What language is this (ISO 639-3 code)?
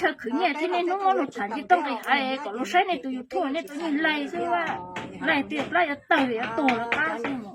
hmn